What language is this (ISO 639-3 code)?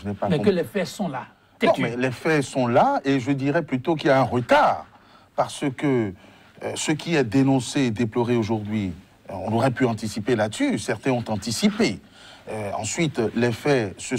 fra